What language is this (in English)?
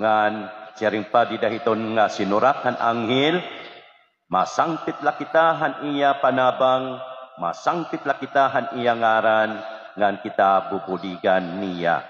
Waray